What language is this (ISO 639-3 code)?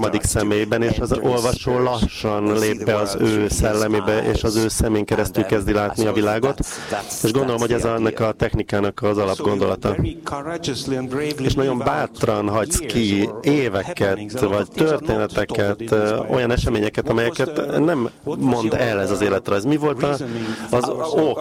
hun